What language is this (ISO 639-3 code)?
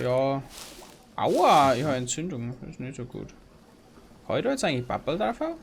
bar